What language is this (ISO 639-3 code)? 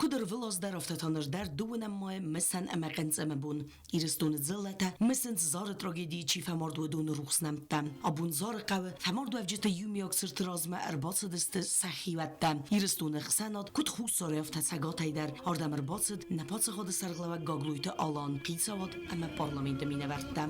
oss